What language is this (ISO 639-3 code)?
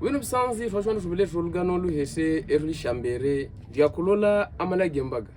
hav